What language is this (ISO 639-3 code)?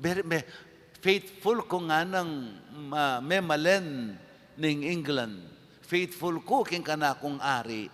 pam